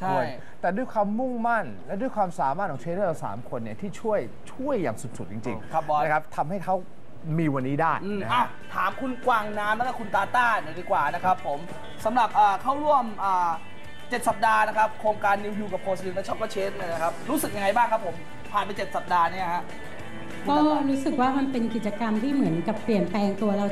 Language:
Thai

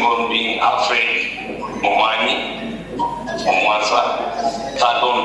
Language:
Gusii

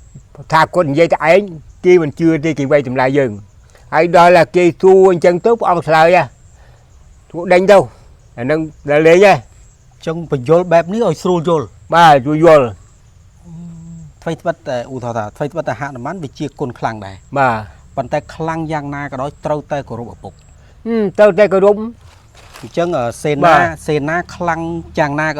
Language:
Khmer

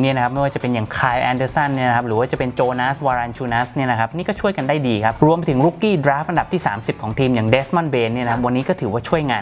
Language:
Thai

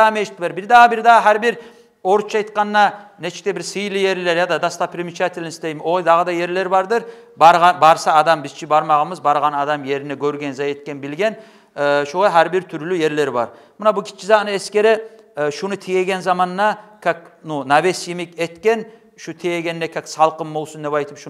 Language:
Kumyk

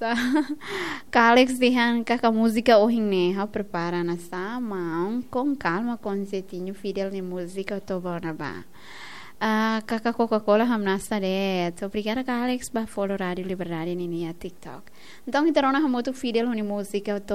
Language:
Tetum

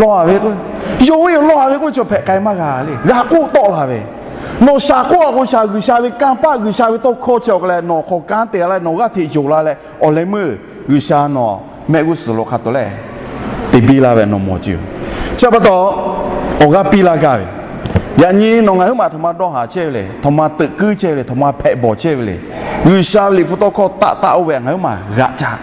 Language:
Lahu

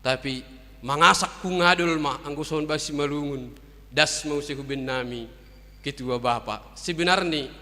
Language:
Batak Simalungun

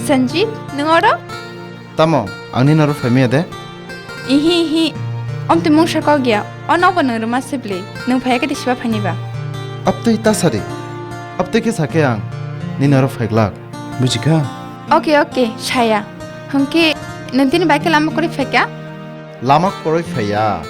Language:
Kok Borok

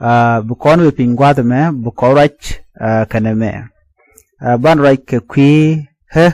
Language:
Nuer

